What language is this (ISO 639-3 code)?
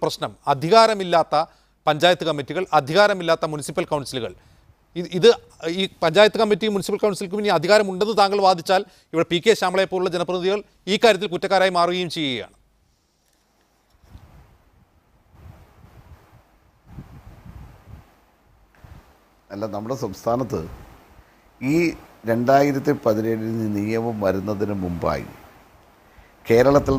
mal